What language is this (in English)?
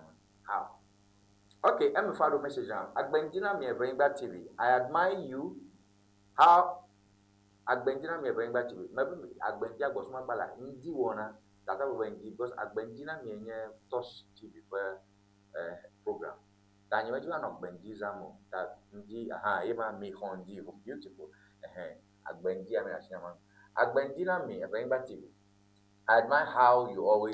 Ewe